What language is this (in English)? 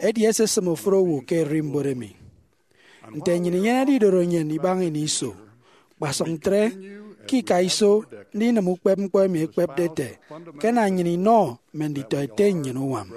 Efik